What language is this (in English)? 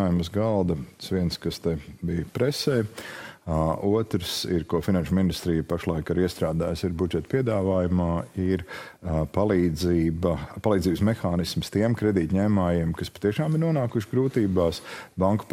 Latvian